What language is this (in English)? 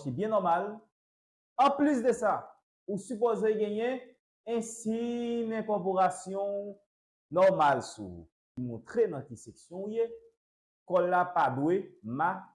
Haitian Creole